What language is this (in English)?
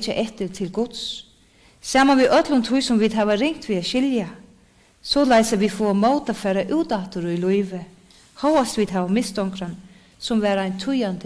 Faroese